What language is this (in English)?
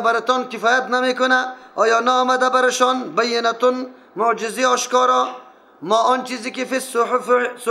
Persian